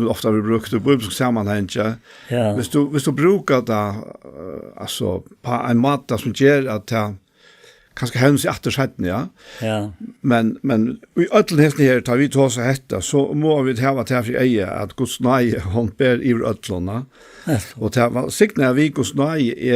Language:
Faroese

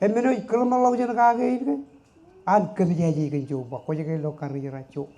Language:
Marshallese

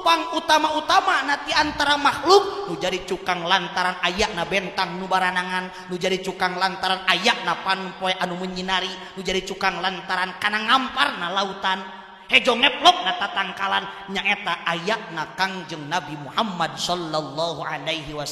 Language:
Sundanese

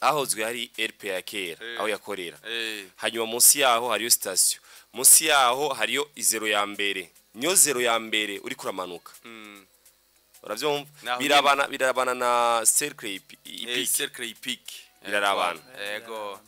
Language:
Rundi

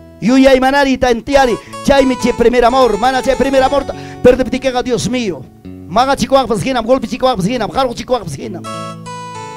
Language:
Ayacucho Quechua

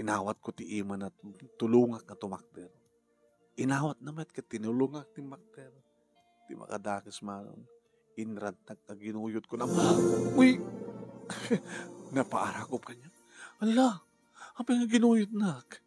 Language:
Iloko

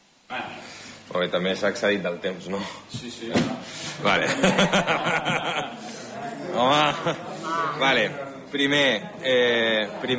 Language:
Catalan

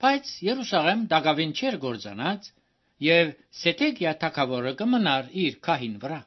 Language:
Armenian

